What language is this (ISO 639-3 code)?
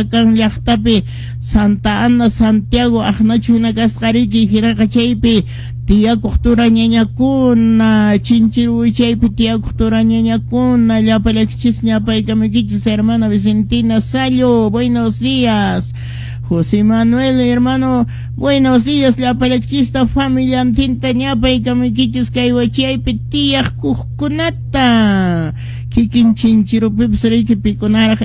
que